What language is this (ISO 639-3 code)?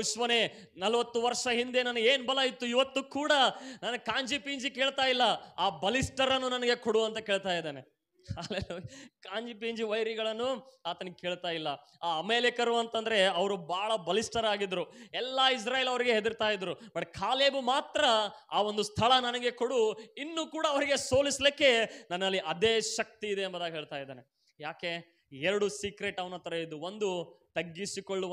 kan